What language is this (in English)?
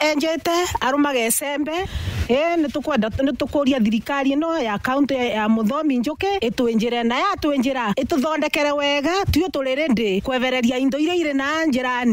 Meru